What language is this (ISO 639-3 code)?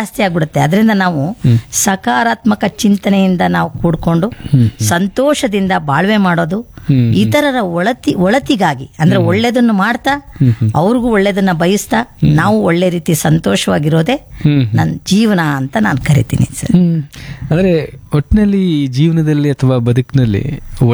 kan